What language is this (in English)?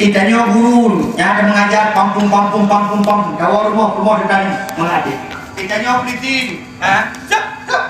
Achinese